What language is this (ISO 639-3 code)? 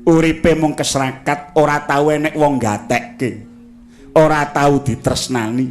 jav